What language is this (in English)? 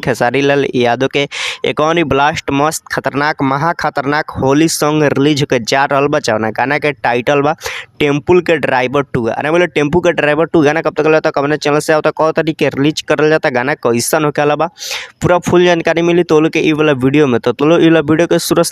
Bhojpuri